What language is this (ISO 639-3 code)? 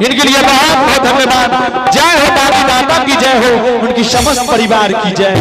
anp